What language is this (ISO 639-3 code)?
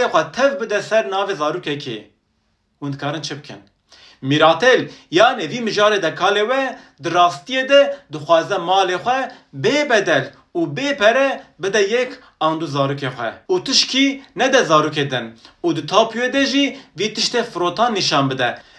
kur